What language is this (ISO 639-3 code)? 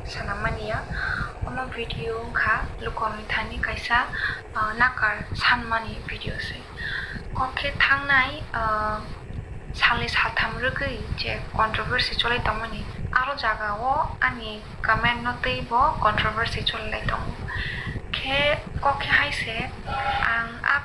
trp